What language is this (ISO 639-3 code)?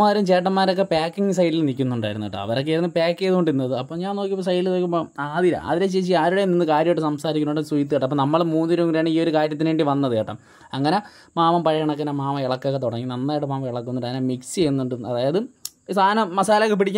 mal